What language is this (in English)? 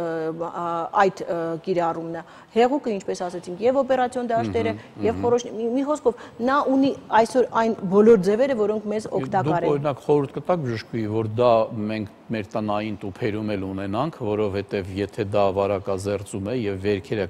Armenian